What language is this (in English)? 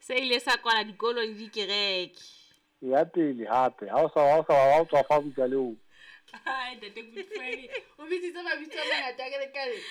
Southern Sotho